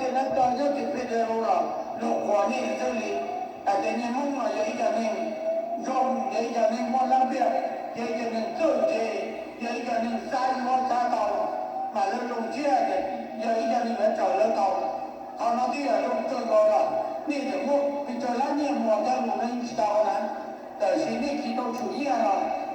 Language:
Hmong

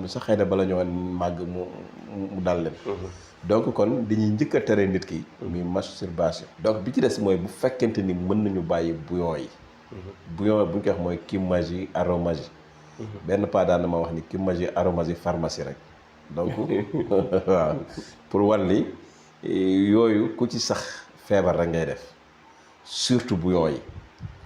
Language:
Wolof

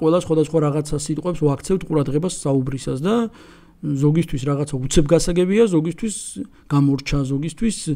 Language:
Georgian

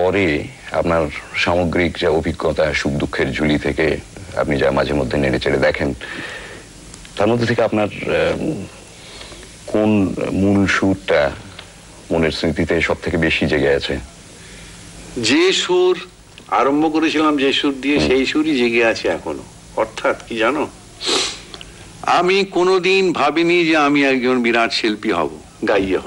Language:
Bangla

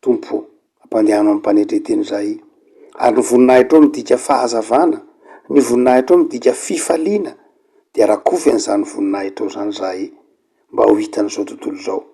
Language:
Malagasy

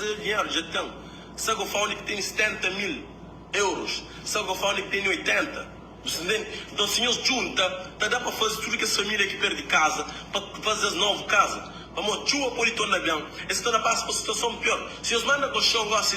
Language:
Kabuverdianu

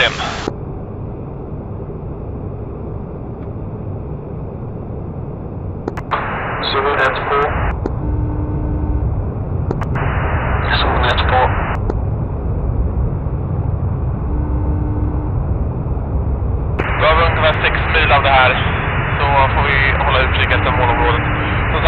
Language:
Swedish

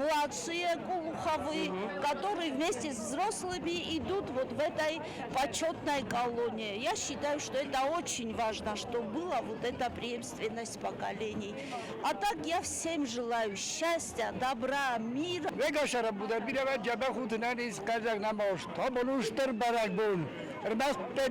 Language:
Ossetic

